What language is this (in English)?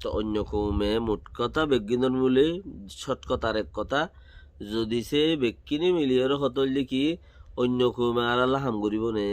Rohingya